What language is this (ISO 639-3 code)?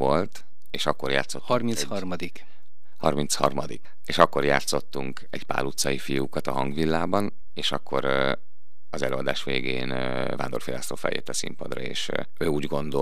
hun